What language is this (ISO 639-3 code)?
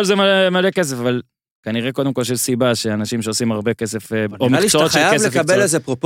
heb